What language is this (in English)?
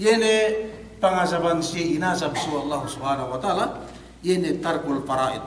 Yakan